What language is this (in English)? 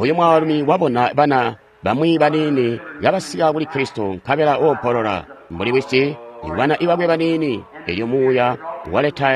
Tonga (Zambia)